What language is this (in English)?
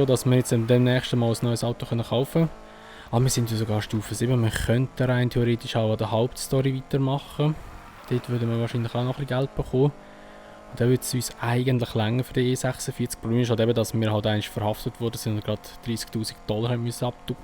Swiss German